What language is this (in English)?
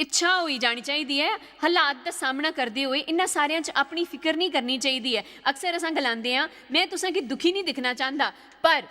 Dogri